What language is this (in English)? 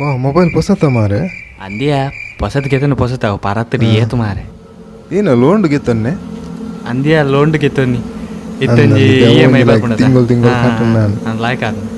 Tulu